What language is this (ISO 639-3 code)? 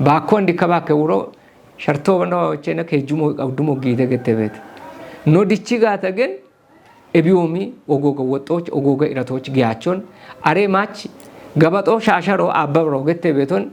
kbr